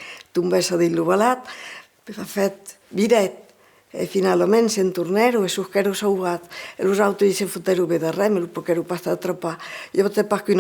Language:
Occitan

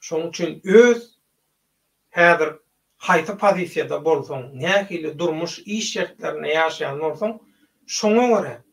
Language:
Turkmen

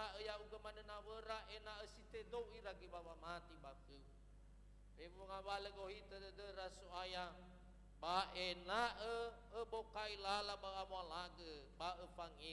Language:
Nias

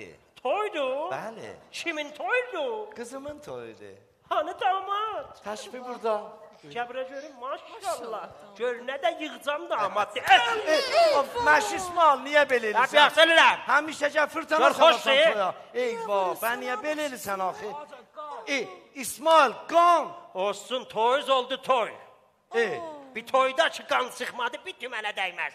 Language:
South Azerbaijani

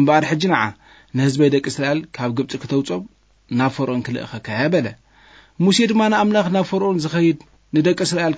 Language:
Tigrinya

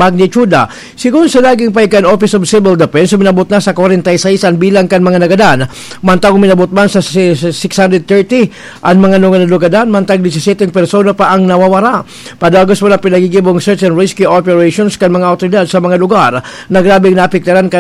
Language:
Bikol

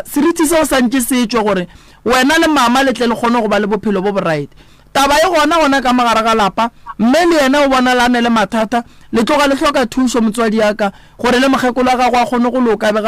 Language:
Northern Sotho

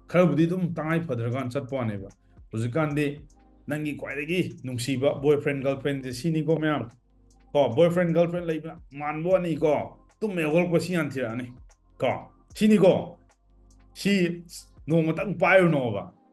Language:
Manipuri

